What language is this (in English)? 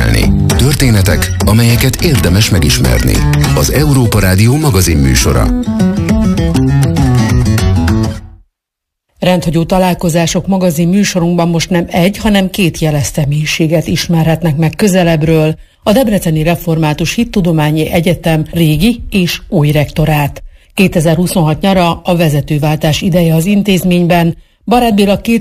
Hungarian